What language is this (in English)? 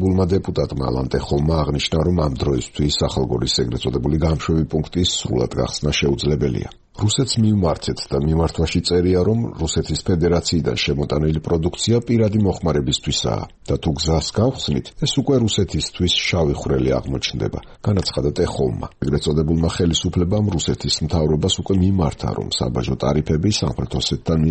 Georgian